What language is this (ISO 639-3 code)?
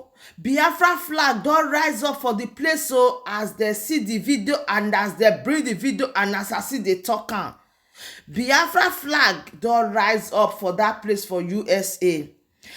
pcm